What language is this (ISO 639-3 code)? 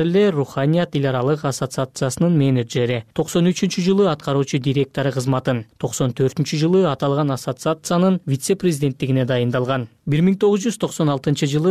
kir